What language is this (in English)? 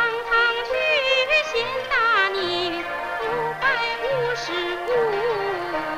Chinese